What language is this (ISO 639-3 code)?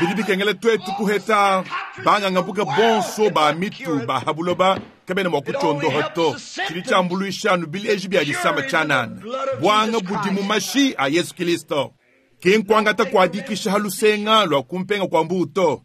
lua